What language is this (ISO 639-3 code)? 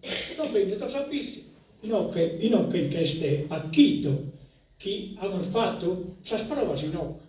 srd